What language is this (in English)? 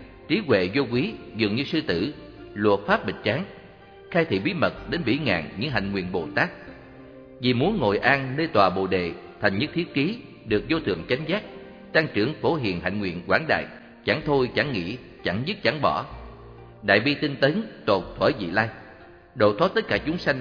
Vietnamese